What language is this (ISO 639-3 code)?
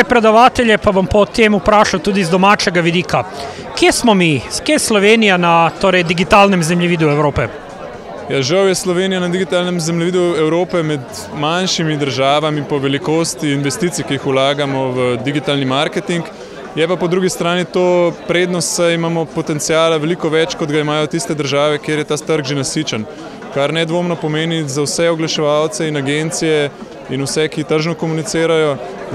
slv